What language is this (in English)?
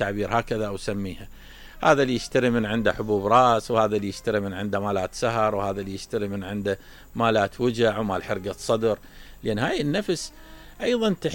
Mesopotamian Arabic